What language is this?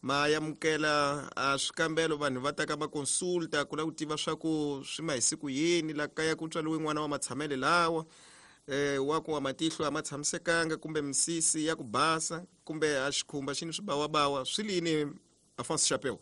Tsonga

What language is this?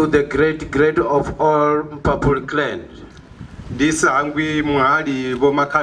Venda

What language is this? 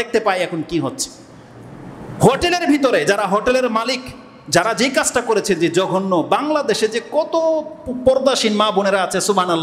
Bangla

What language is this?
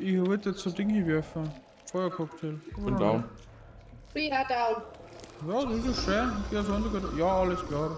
Bavarian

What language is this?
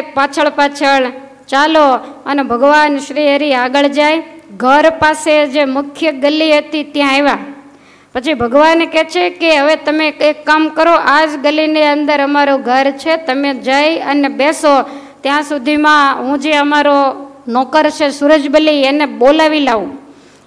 Gujarati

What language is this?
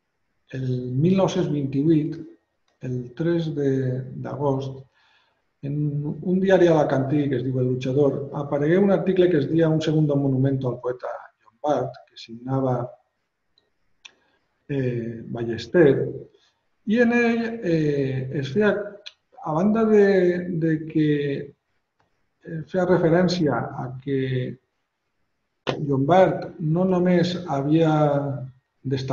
Catalan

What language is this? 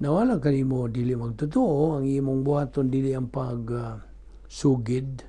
Cebuano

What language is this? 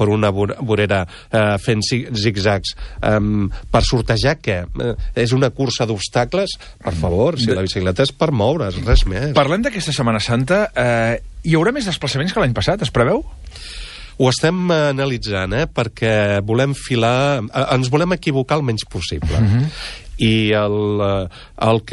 Catalan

